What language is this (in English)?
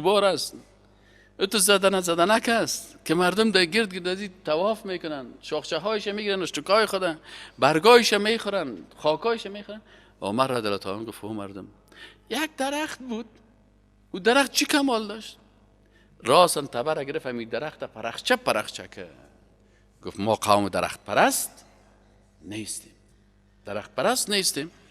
Persian